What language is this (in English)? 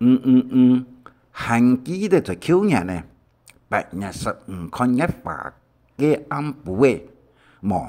Hakka Chinese